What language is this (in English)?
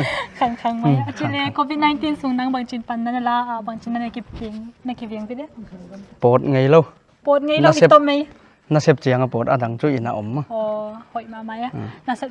Paite Chin